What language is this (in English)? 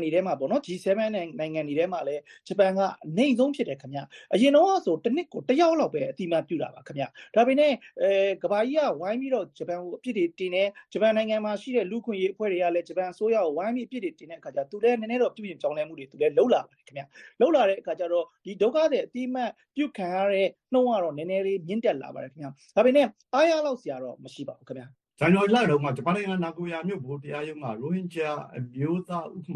Burmese